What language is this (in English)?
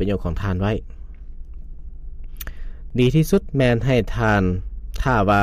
Lao